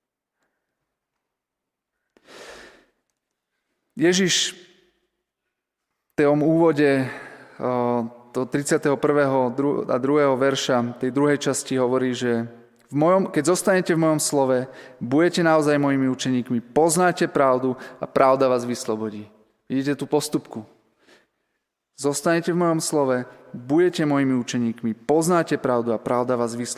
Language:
Slovak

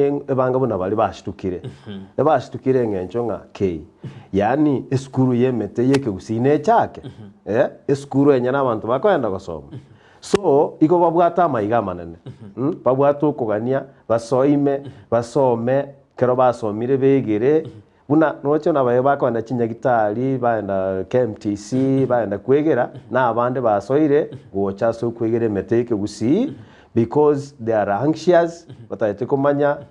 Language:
Gusii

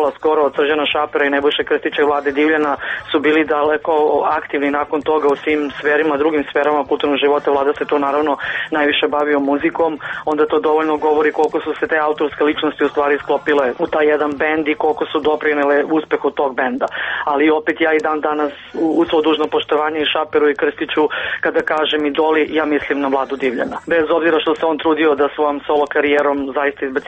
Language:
Serbian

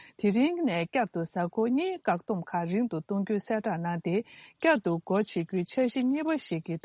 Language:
Tibetan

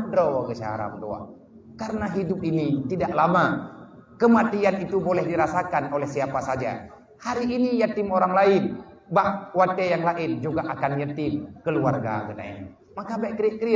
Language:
Achinese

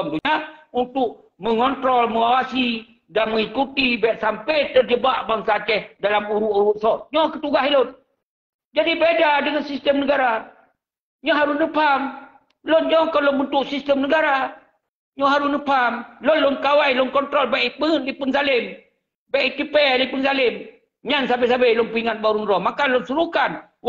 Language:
Achinese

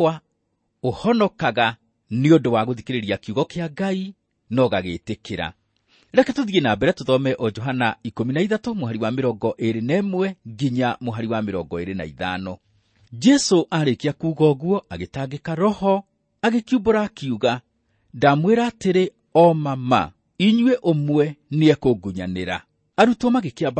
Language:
Kikuyu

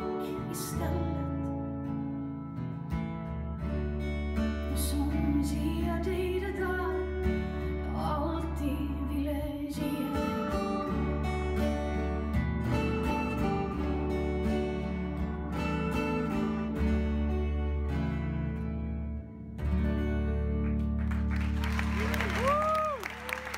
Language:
Swedish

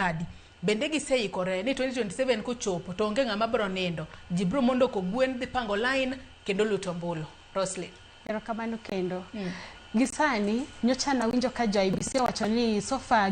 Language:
Luo (Kenya and Tanzania)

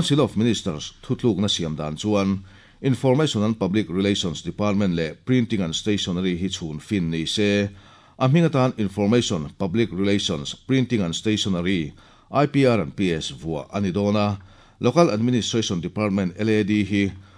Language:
Mizo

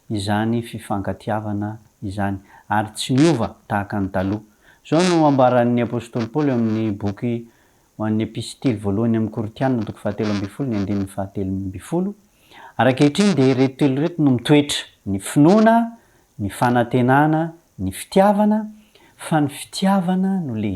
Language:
Malagasy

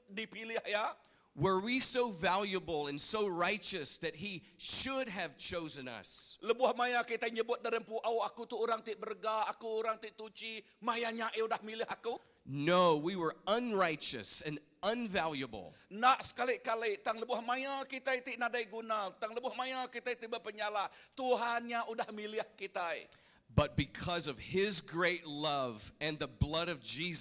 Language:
Iban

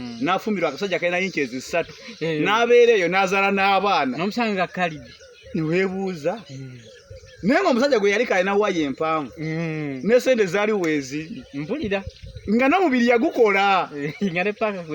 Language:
Ganda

